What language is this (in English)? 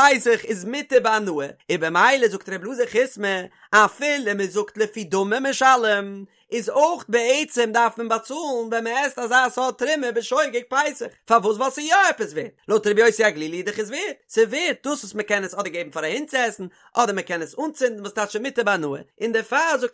Yiddish